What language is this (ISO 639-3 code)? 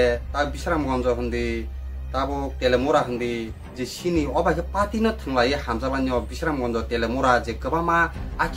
trp